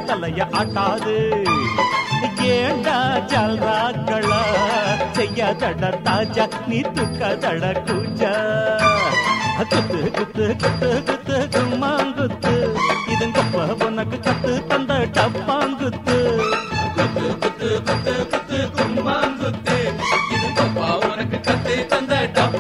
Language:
Tamil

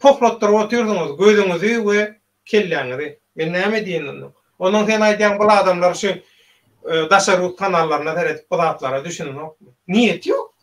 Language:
Turkmen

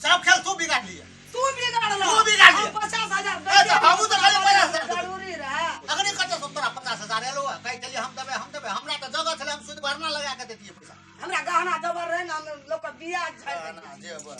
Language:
Maithili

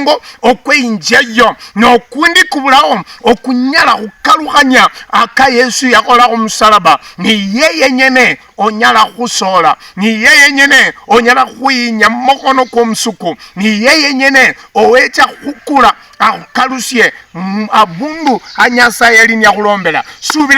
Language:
Luyia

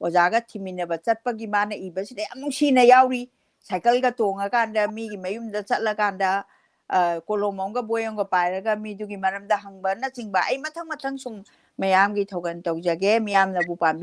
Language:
Manipuri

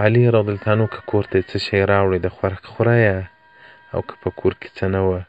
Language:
Pashto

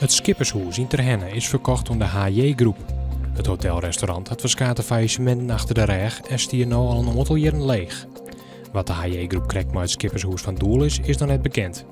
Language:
Western Frisian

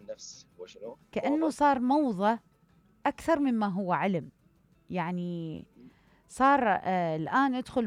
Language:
Mesopotamian Arabic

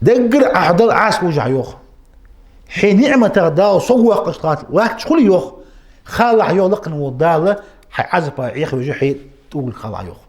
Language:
Ingush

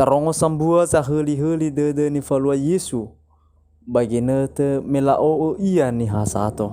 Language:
Nias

